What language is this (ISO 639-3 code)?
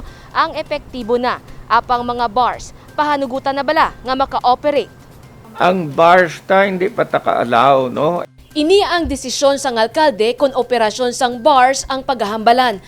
hil